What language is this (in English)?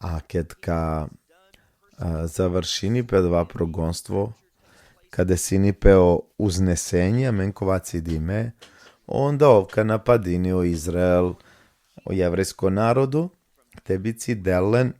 Balkan Romani